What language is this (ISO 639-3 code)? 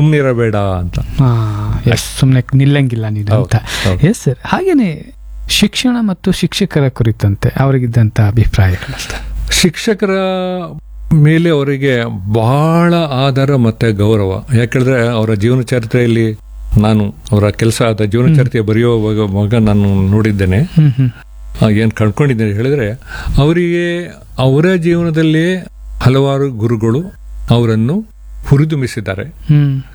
kan